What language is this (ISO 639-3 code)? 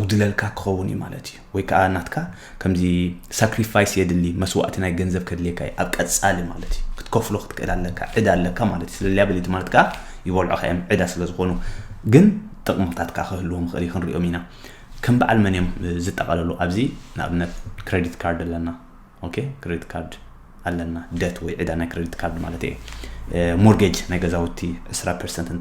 tir